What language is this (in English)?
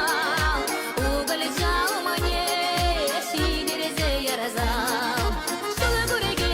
Chuvash